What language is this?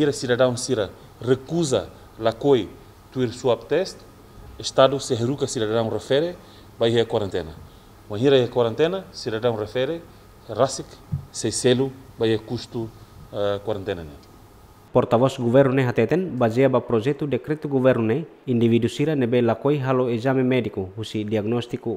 Tetum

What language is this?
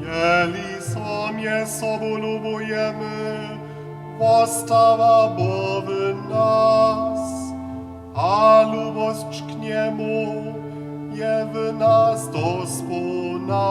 Upper Sorbian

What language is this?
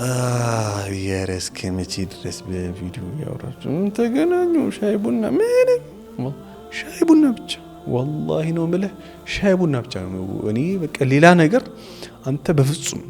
Amharic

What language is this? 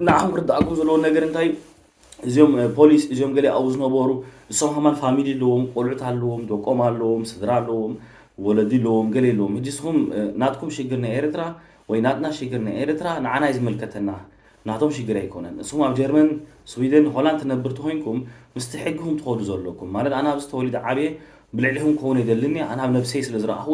Tigrinya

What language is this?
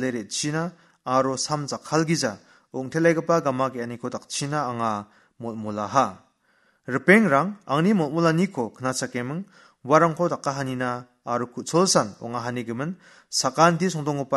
Garo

